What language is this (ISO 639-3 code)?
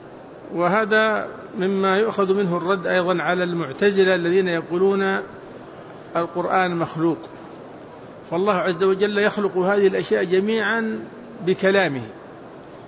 ara